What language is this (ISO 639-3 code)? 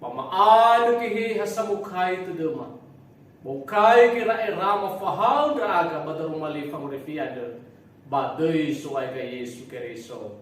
nia